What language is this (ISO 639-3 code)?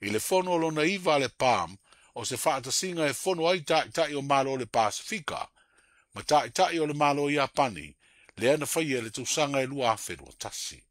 smo